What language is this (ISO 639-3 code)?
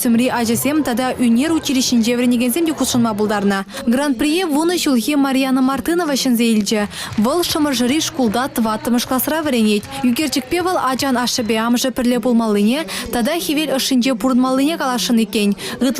chv